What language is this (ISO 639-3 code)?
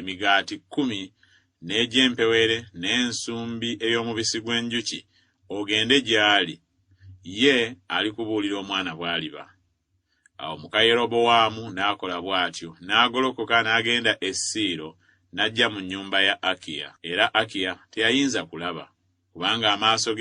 lug